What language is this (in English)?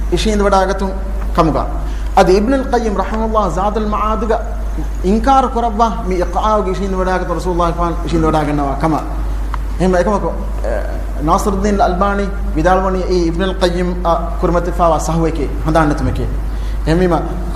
Divehi